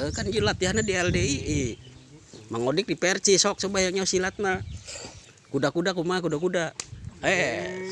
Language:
Sundanese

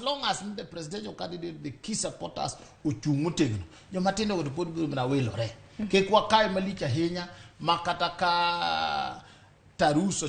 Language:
Luo (Kenya and Tanzania)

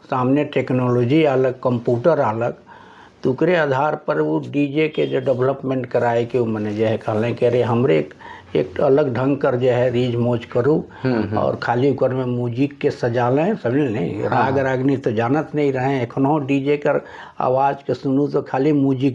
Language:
Sadri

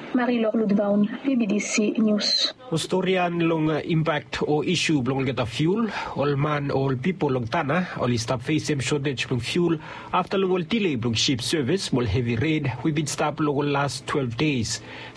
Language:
Bislama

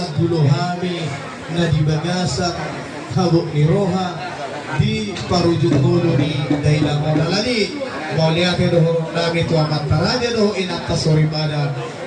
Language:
Batak Toba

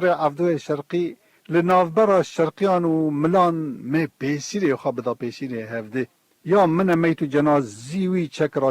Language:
Kurdish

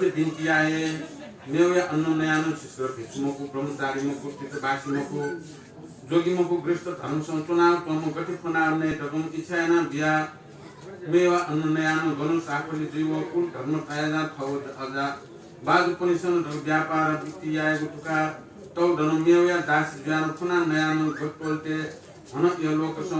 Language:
Newari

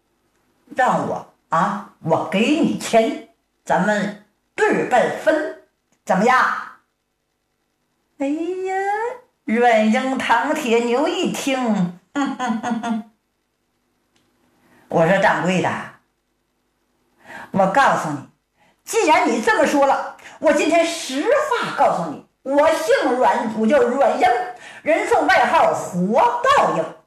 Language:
Chinese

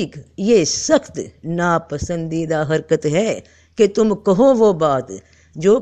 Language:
Urdu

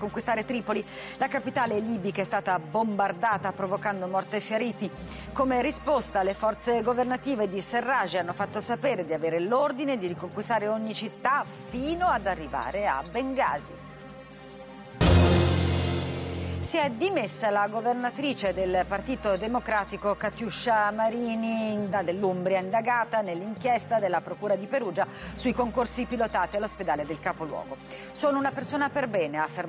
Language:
Italian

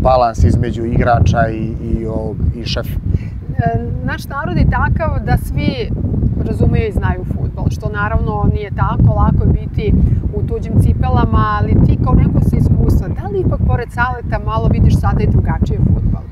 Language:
Serbian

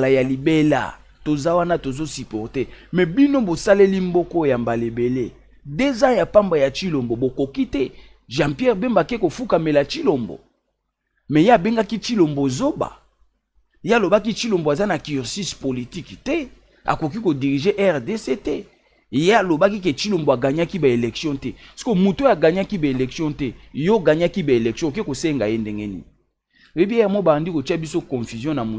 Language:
Lingala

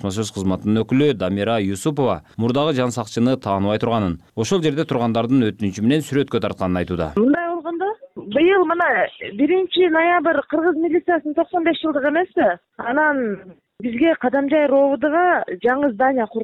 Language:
Kyrgyz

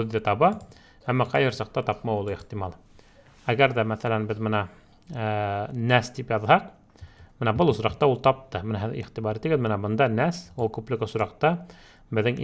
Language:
Bashkir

